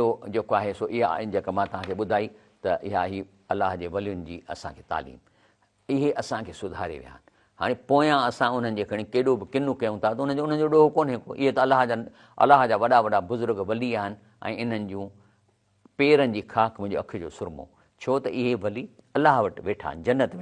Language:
Sindhi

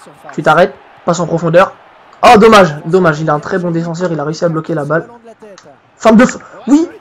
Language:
French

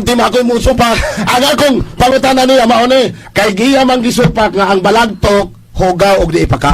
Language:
Cebuano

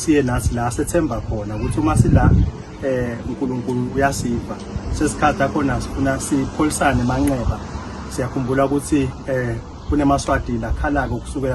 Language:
Swati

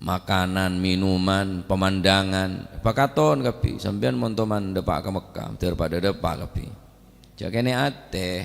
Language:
Madurese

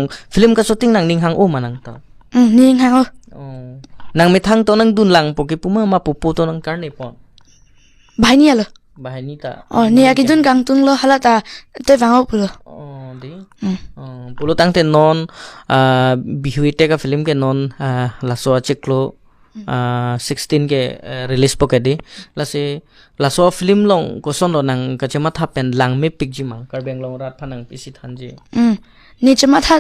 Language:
Karbi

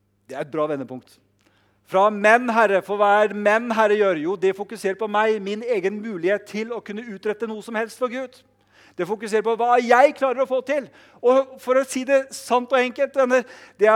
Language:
Norwegian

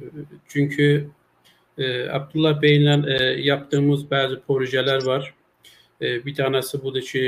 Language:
South Azerbaijani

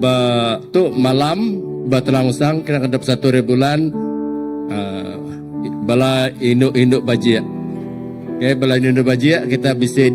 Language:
Iban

